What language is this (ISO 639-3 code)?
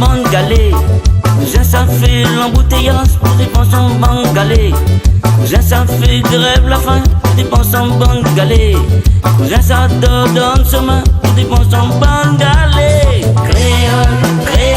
rcf